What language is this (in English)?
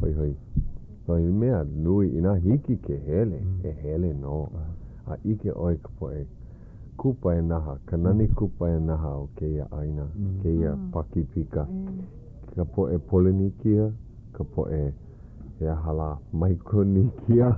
Hawaiian